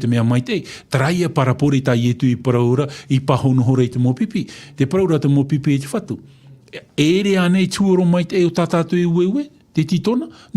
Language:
Tahitian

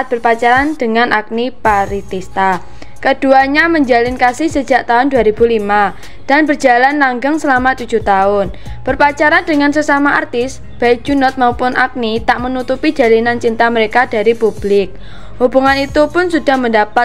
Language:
Indonesian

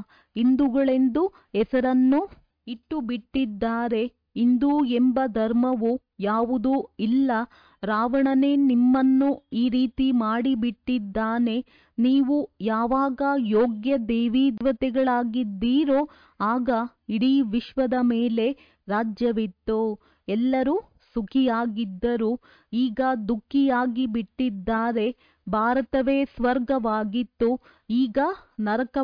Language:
Kannada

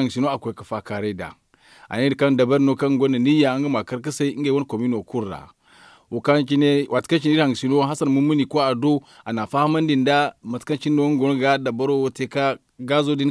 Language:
Zarma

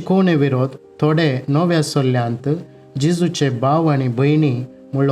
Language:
Konkani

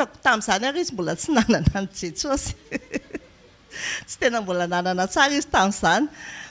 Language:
Malagasy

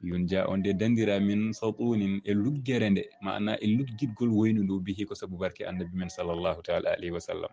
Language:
Fula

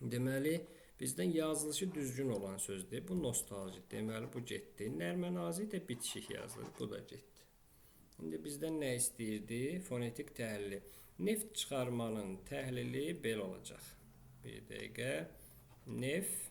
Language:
Azerbaijani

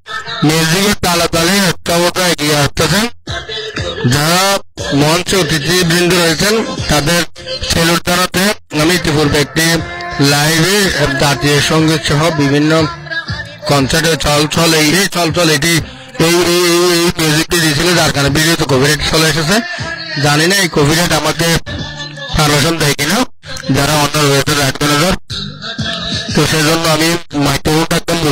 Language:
Bangla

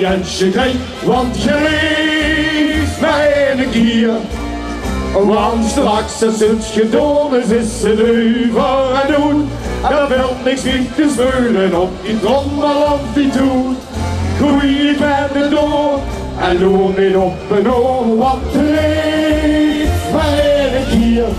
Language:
Limburgish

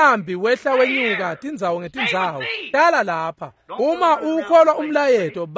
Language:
Swati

